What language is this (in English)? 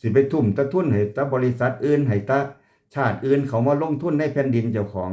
Lao